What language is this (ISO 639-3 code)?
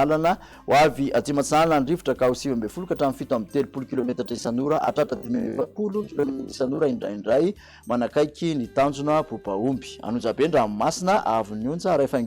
mlg